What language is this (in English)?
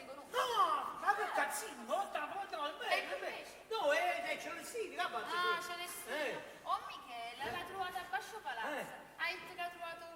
Neapolitan